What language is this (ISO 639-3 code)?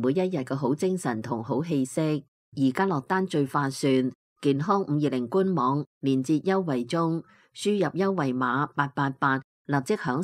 yue